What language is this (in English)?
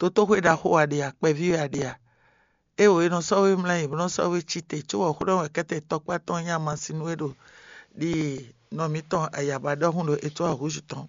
Fon